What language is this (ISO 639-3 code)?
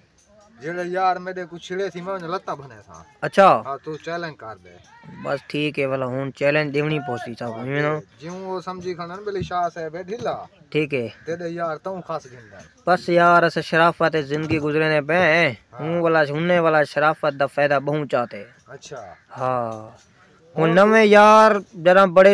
skr